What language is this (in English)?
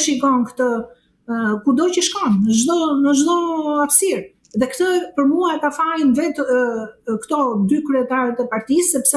Albanian